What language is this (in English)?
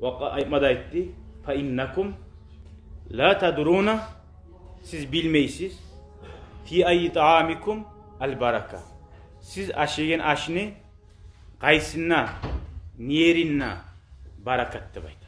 Kumyk